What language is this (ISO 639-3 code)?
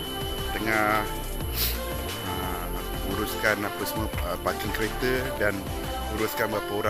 msa